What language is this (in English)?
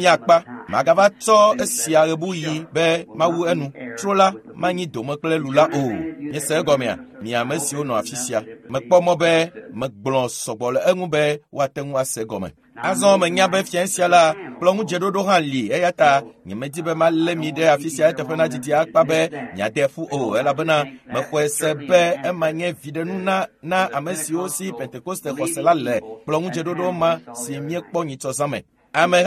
Ewe